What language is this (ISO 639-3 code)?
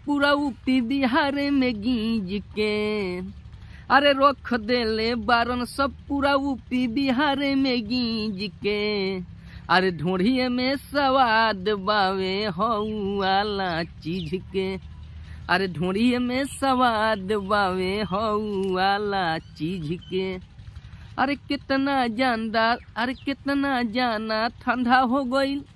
bho